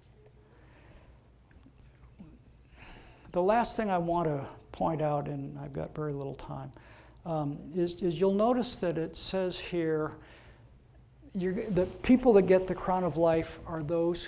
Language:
English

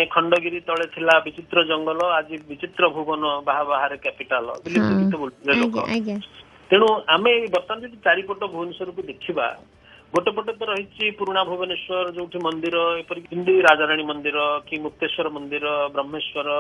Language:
Odia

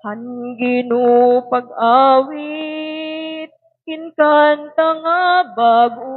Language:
Waray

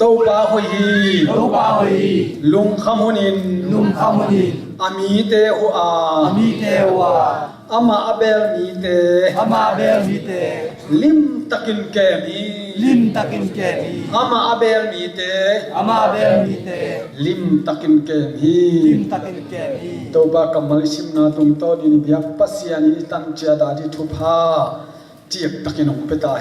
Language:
Tedim Chin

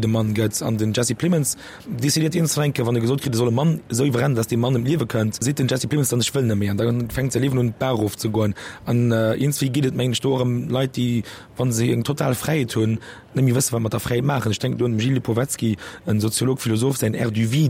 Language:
Luxembourgish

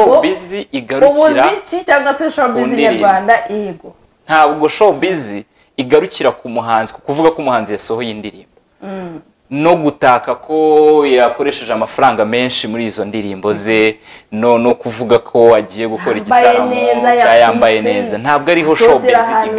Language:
Kinyarwanda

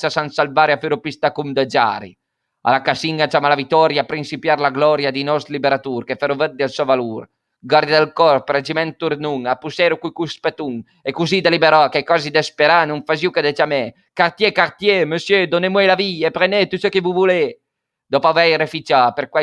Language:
Piedmontese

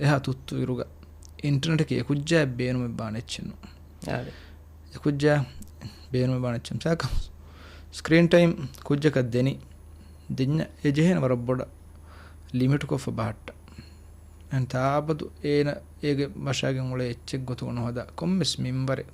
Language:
Divehi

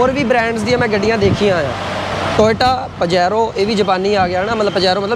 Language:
Punjabi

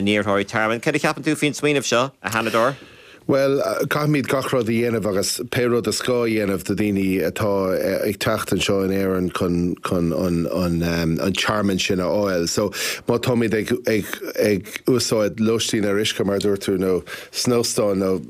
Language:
Irish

